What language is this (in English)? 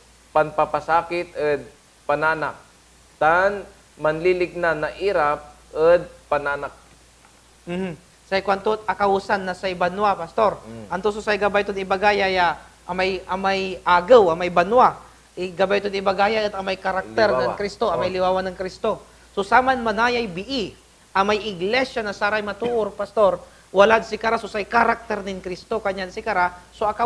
Pangasinan